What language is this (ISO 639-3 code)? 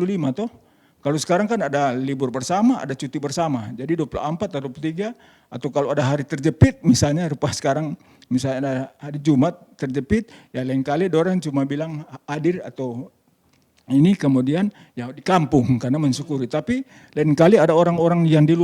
xmm